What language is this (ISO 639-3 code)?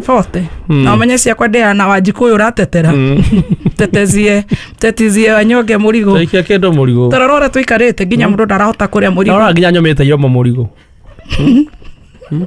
kik